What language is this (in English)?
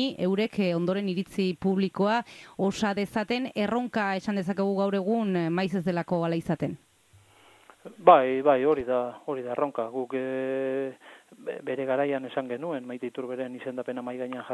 Basque